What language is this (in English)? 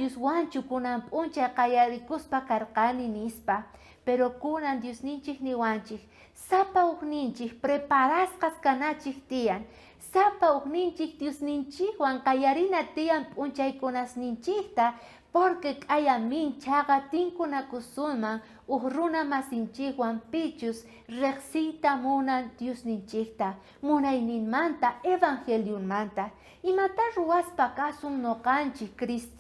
South Bolivian Quechua